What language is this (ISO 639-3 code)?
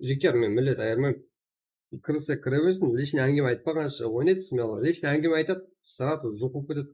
kaa